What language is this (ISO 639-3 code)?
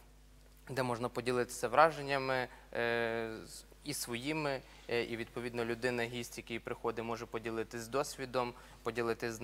ukr